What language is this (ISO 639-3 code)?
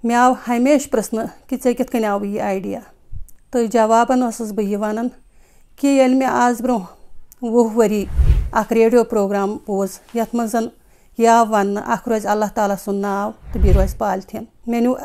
kas